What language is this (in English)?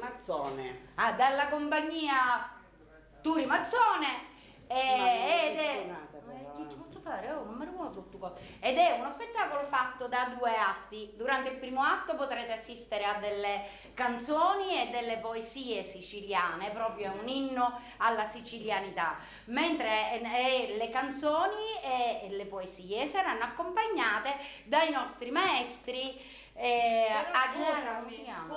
Sicilian